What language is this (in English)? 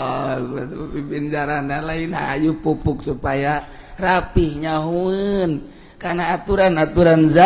Sundanese